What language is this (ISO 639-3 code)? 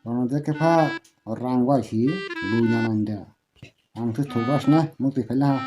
trp